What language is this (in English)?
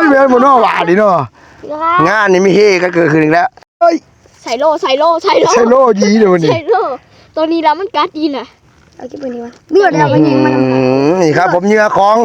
Northeastern Thai